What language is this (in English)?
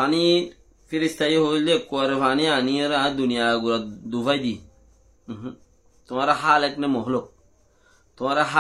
Rohingya